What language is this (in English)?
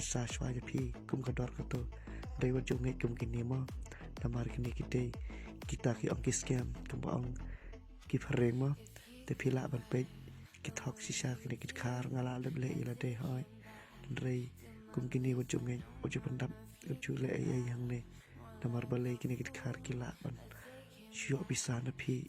Khasi